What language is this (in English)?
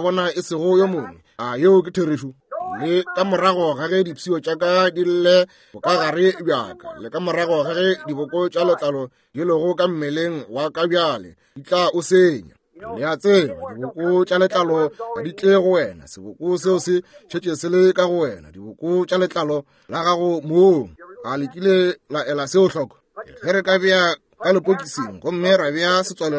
Northern Sotho